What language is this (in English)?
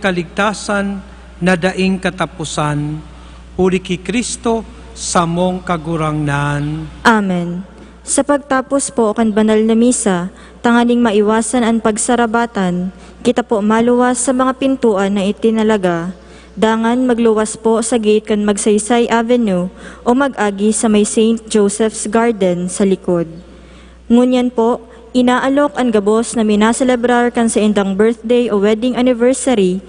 Bikol